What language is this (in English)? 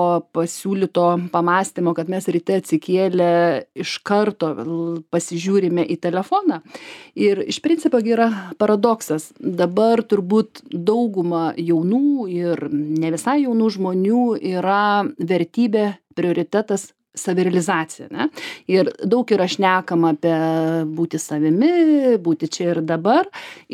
Lithuanian